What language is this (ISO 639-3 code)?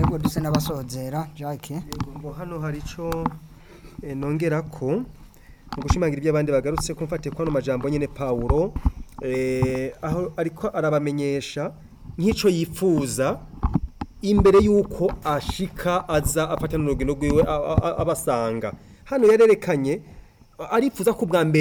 run